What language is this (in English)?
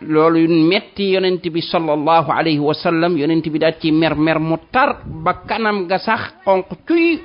Wolof